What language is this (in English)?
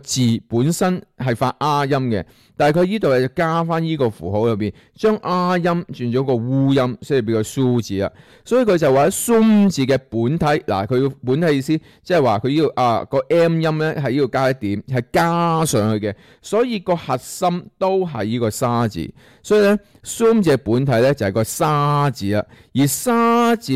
Cantonese